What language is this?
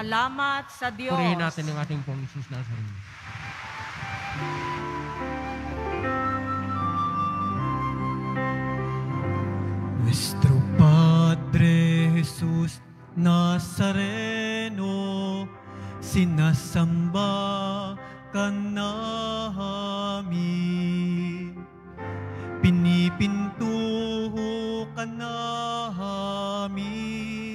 Filipino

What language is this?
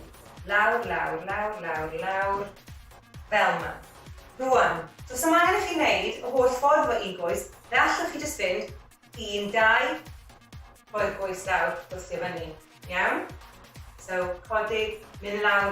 Welsh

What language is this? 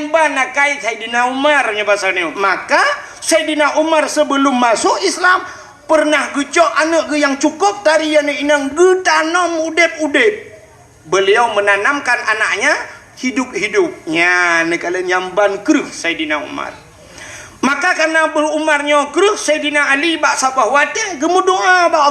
Achinese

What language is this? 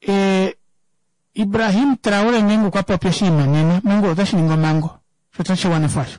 Kuanyama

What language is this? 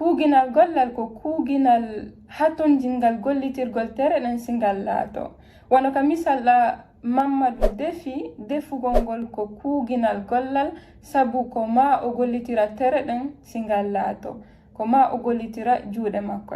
Fula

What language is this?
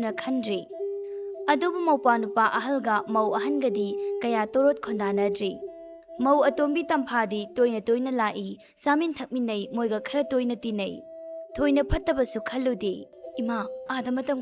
Manipuri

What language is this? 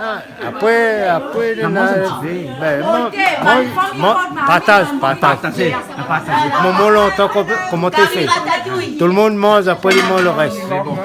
Réunion Creole French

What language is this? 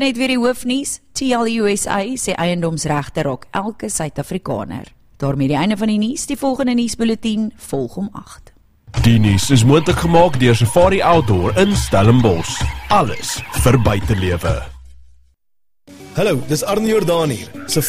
Afrikaans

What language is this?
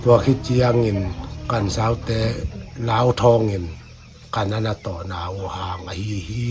Paite Chin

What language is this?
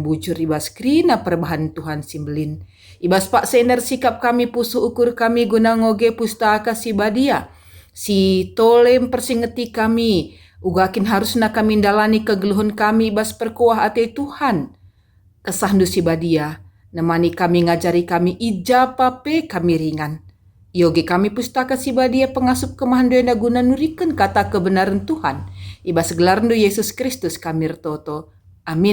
Batak Karo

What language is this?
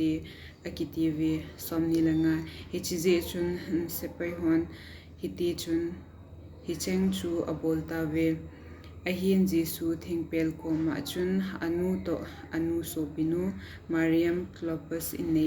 Thado Chin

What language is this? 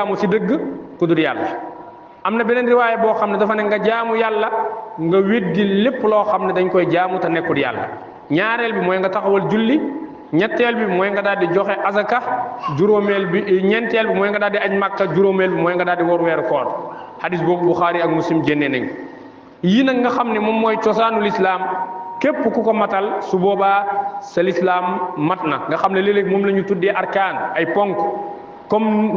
Wolof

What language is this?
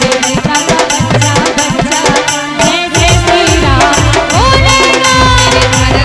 Chhattisgarhi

